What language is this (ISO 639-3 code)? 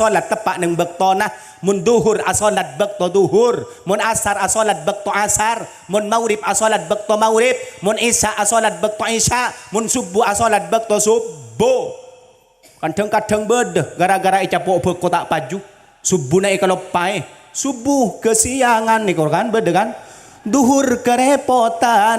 mad